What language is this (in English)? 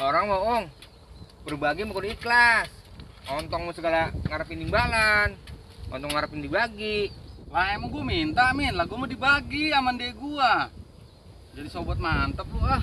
Betawi